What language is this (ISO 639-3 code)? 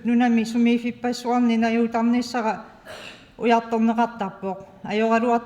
kal